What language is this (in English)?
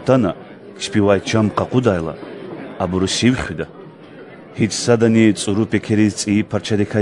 Lezghian